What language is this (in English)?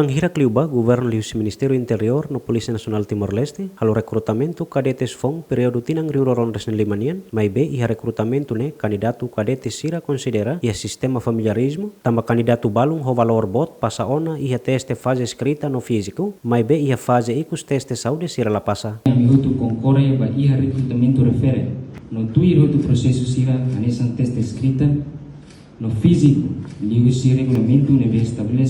Tetum